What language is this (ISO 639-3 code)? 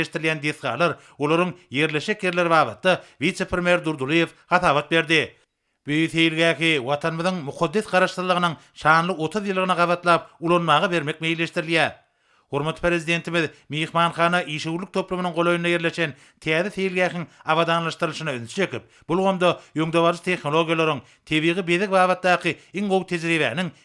tuk